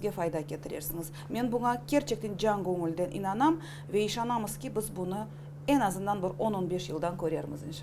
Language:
Crimean Tatar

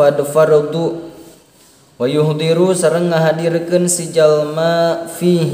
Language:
Sundanese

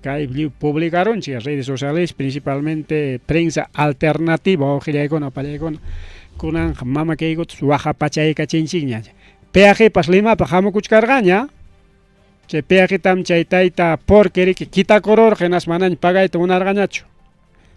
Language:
Ayacucho Quechua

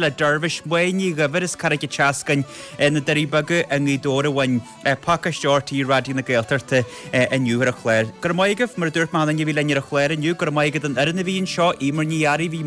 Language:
Irish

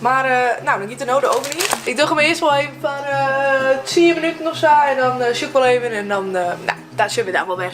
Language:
Western Frisian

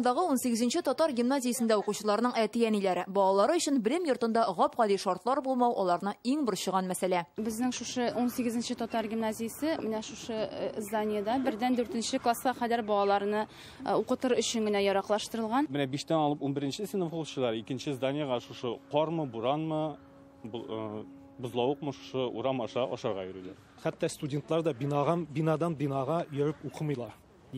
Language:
Tatar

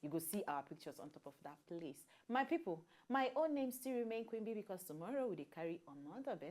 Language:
Nigerian Pidgin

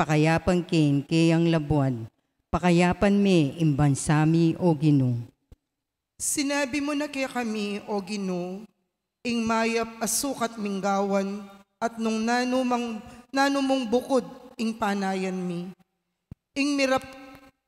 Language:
Pampanga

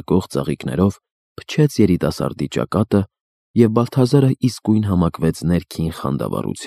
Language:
Armenian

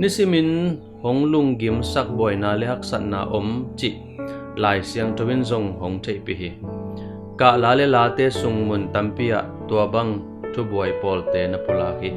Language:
Tedim Chin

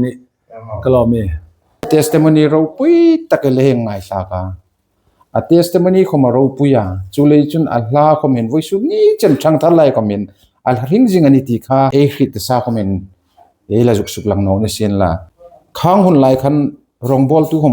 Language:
Hmar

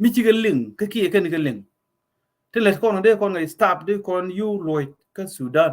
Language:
Nuer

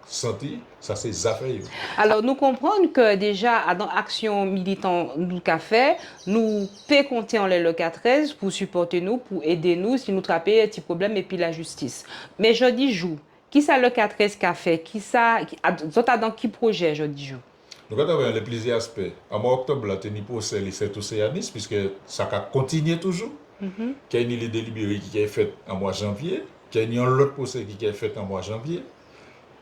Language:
Guadeloupean Creole French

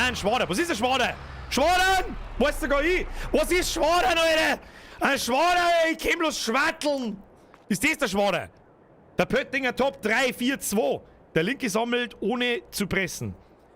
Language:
Bavarian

